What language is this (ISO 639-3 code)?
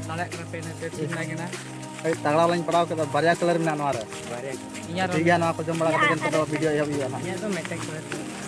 sat